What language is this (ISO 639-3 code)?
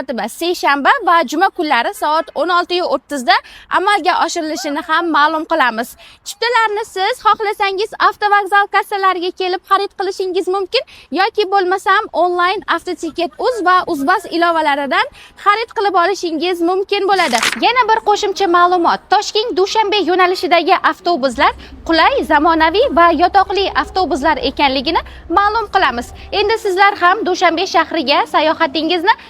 uzb